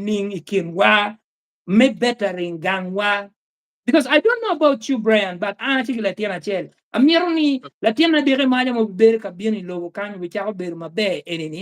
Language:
Acoli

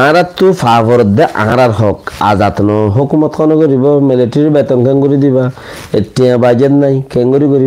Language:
Rohingya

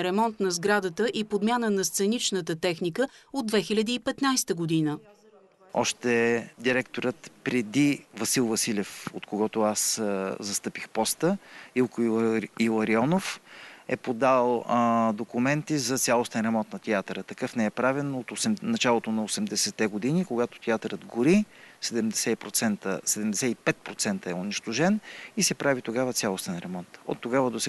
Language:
Bulgarian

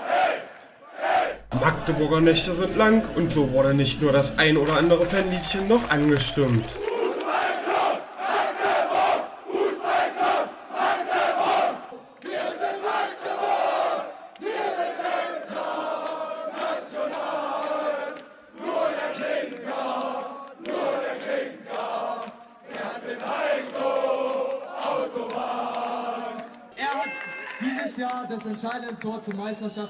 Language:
German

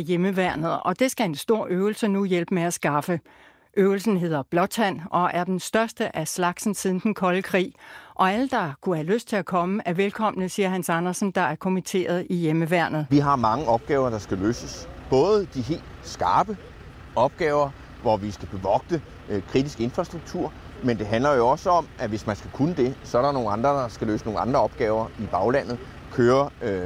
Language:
Danish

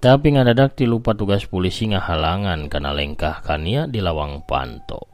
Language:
Sundanese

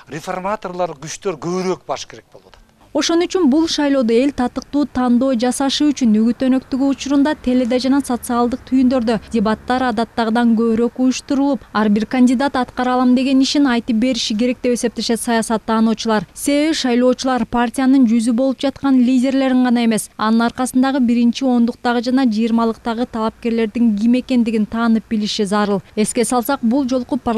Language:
Kyrgyz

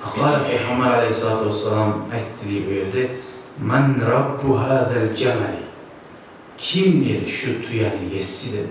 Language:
Kumyk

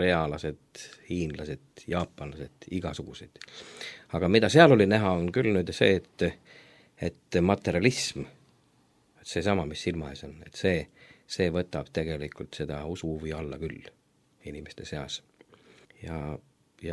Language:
Estonian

